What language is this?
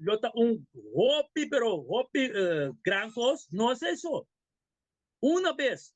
Papiamento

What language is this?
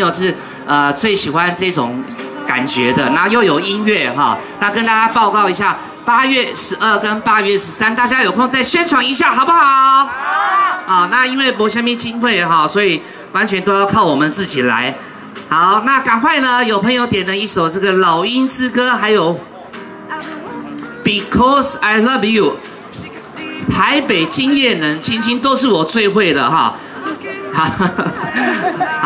Chinese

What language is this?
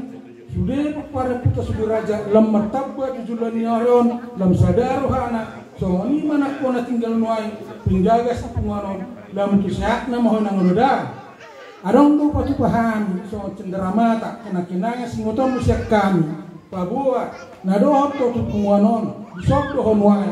Batak Toba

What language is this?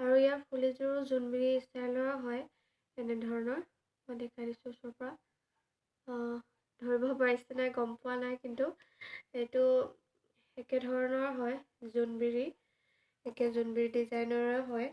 Assamese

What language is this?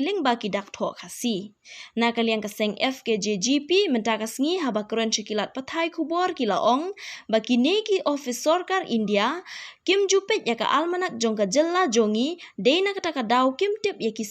Khasi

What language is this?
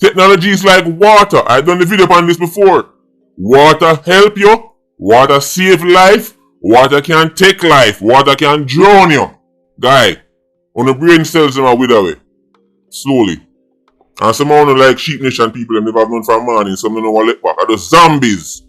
Jamaican Creole English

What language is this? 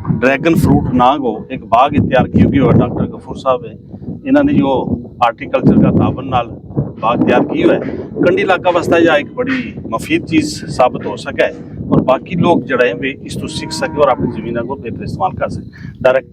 Gujari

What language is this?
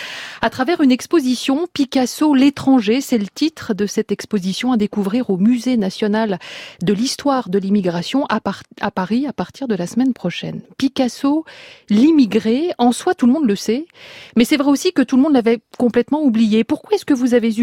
French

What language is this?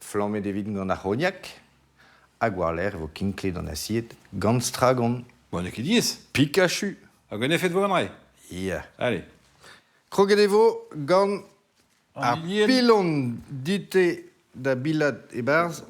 Breton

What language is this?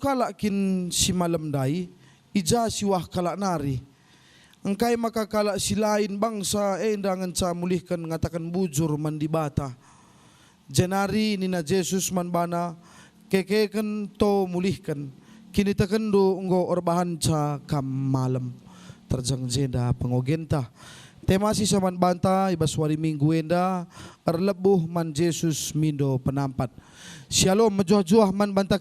Batak Karo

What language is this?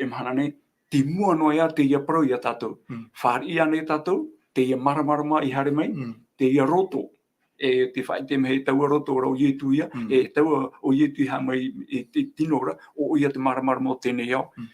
Tahitian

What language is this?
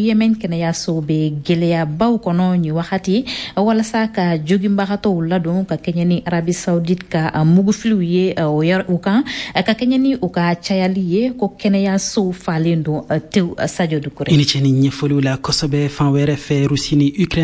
Bambara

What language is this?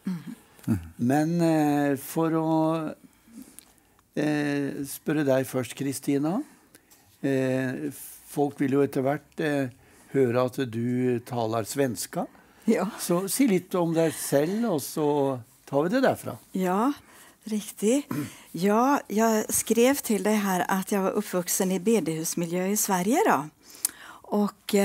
Norwegian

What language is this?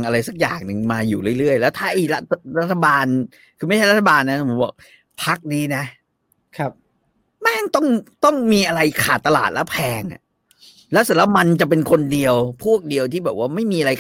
Thai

